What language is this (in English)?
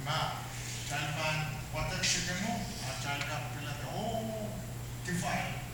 Pohnpeian